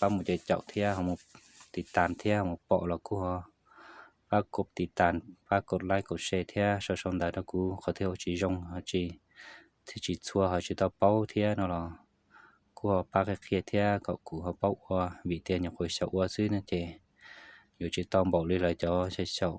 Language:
Hmong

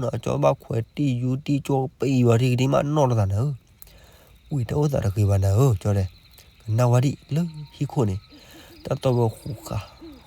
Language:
S'gaw Karen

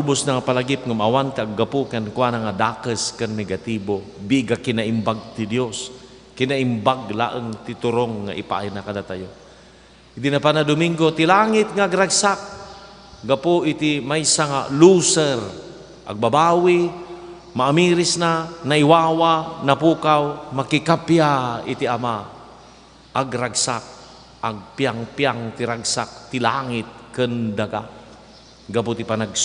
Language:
Iloko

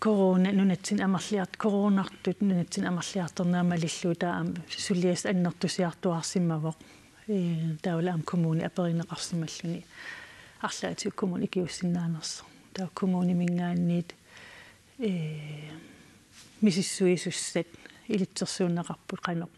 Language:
Kalaallisut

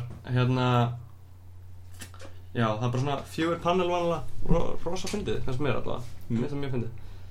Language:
Icelandic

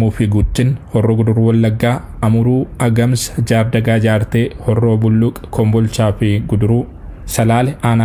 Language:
Oromo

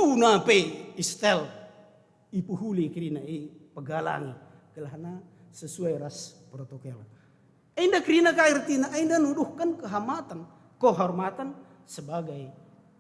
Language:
Batak Karo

